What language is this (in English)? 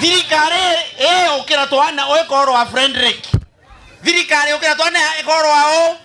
Meru